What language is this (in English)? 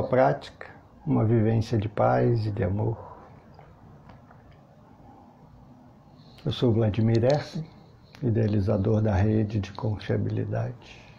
Portuguese